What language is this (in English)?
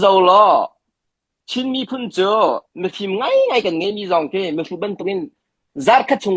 Hakha Chin